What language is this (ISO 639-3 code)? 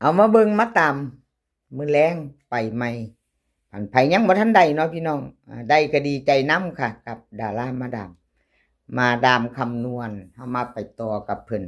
lao